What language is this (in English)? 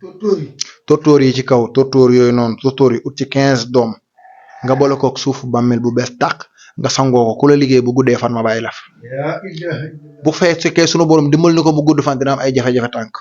Wolof